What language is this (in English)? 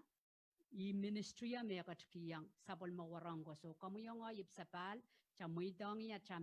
Pohnpeian